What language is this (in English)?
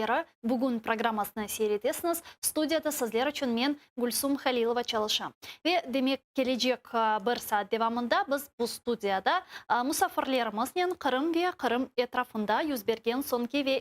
Crimean Tatar